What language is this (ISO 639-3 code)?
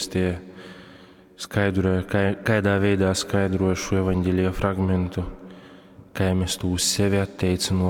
ltg